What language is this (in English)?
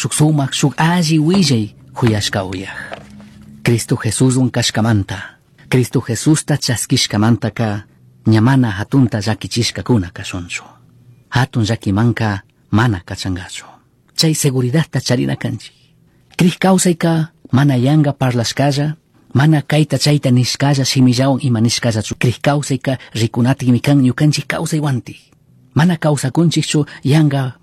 Chimborazo Highland Quichua